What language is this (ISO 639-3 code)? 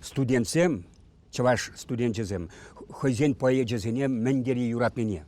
chv